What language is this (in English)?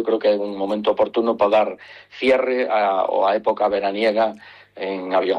Galician